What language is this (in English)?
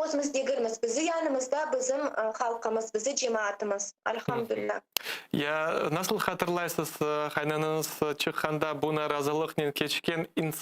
Crimean Tatar